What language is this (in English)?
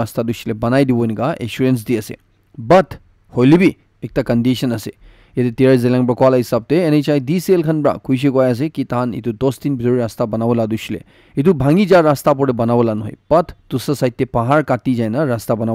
Naga Pidgin